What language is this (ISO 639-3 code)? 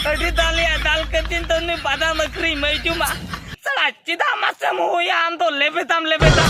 sat